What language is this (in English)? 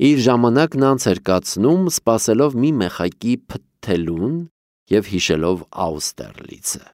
Armenian